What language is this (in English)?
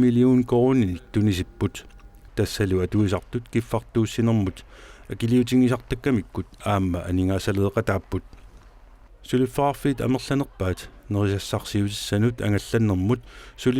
Kalaallisut